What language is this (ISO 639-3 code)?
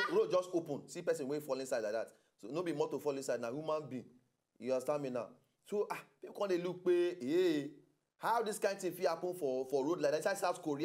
pcm